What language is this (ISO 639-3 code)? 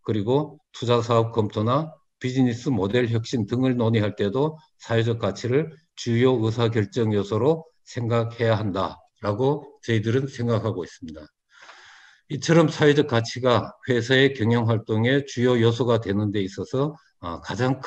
kor